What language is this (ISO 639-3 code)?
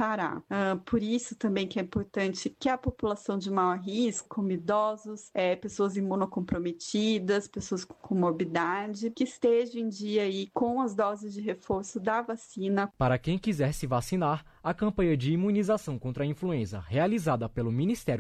por